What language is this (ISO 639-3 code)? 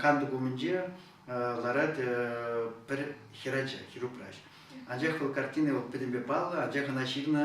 chv